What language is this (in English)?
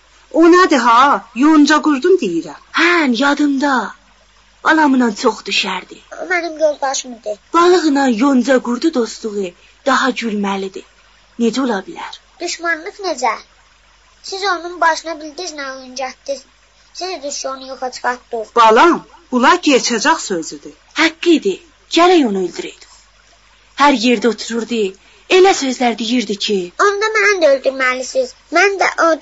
South Azerbaijani